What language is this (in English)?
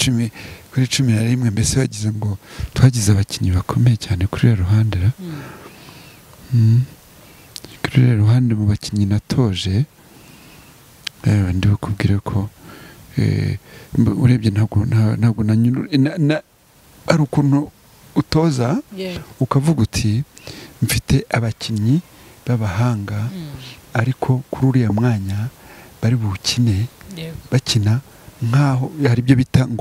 Kinyarwanda